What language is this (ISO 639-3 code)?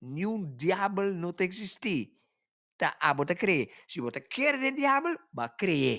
pap